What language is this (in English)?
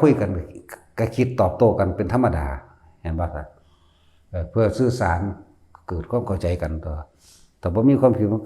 Northeastern Thai